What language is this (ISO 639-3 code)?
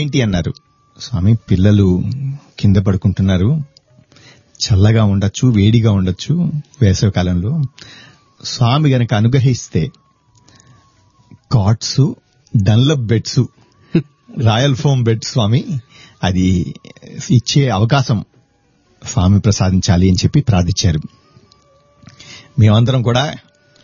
tel